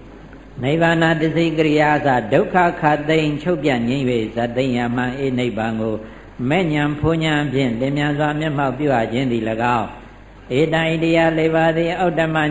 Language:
Burmese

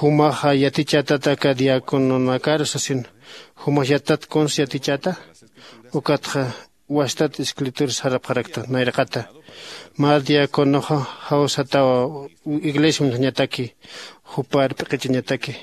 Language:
Aymara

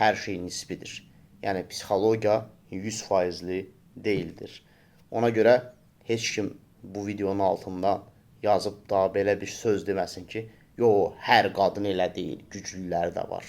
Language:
Azerbaijani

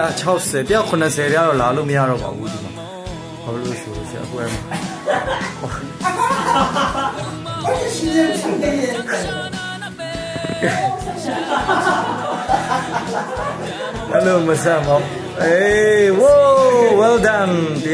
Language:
Burmese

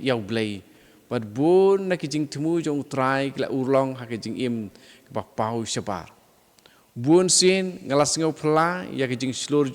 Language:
Khasi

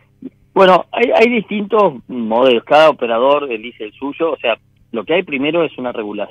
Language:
Spanish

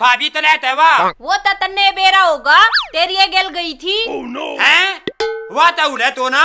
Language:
Haryanvi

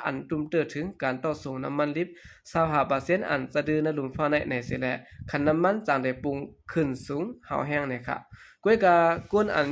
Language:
Shan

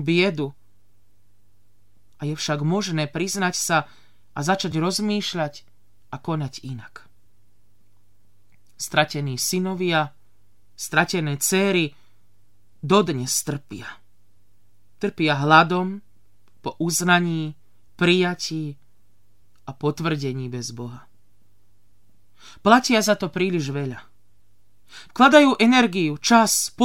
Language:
Slovak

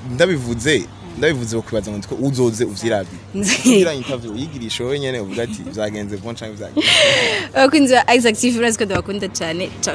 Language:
Rundi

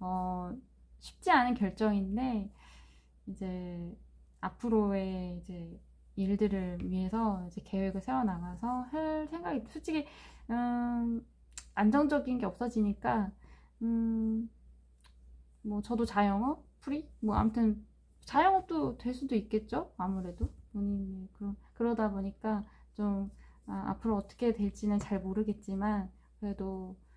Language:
Korean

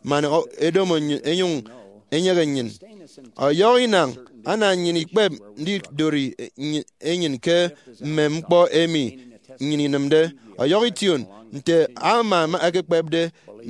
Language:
Efik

